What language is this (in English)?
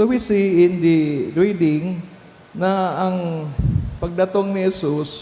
Bikol